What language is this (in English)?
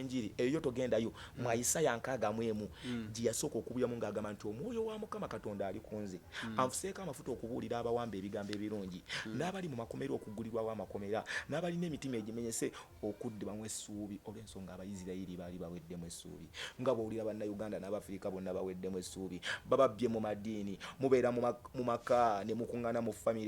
Ganda